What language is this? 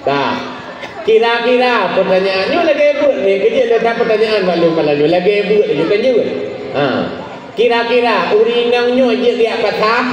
Achinese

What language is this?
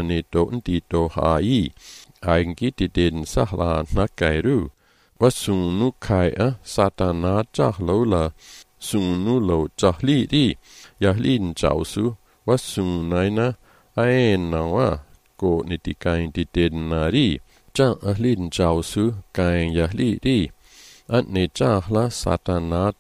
Malagasy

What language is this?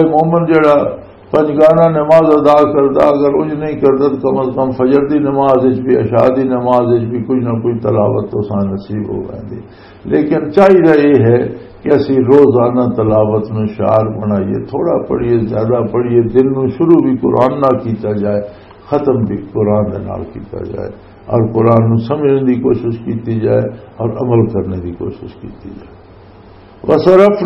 Western Panjabi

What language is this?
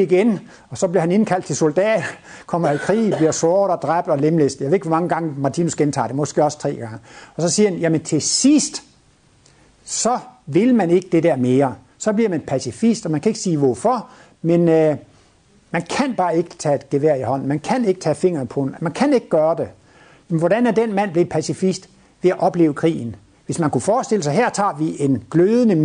Danish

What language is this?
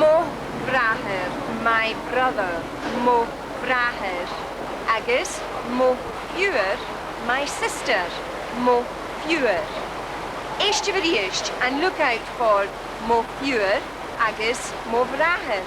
Scottish Gaelic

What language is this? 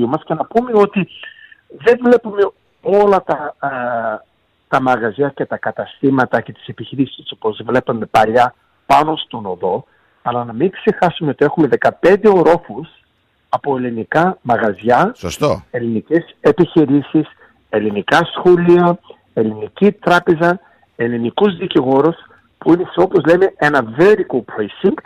Greek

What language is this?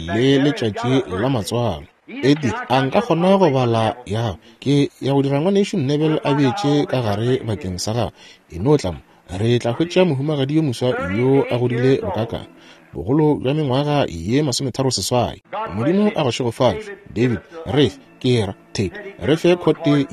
Northern Sotho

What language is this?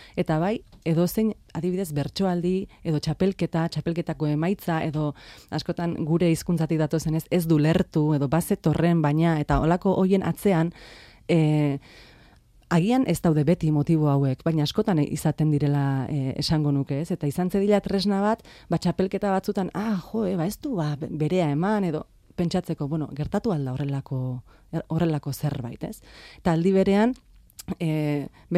Basque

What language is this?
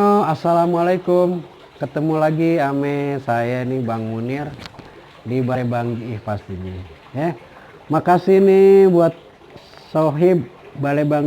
Betawi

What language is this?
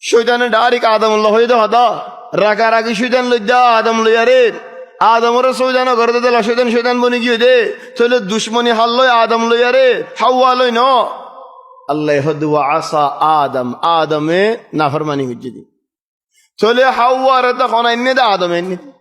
Rohingya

